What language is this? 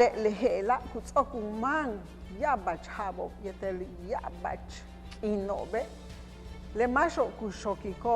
Yucateco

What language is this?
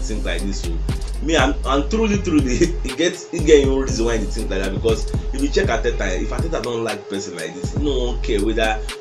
Nigerian Pidgin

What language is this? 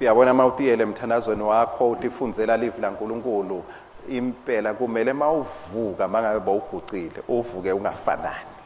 Swati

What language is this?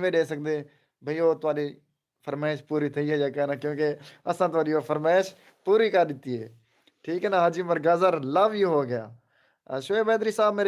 Saraiki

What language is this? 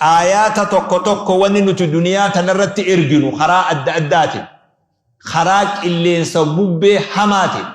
Oromo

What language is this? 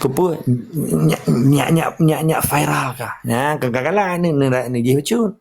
Achinese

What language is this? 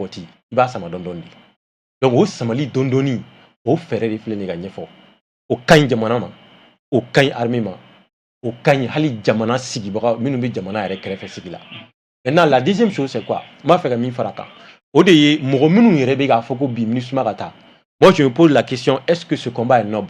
Bambara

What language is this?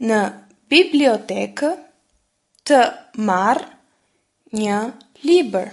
Albanian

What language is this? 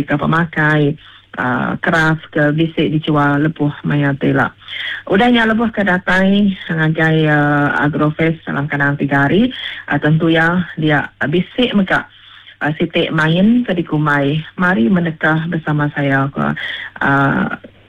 Iban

